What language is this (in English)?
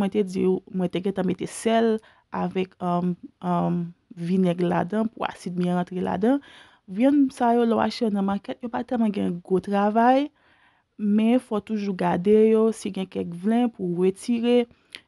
Haitian Creole